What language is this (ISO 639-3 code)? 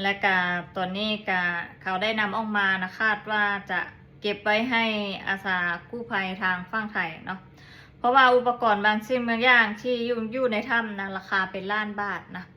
lao